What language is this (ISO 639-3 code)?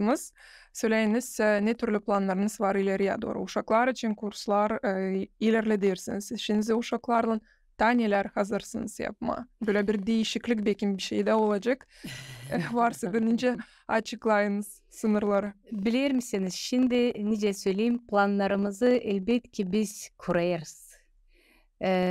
gag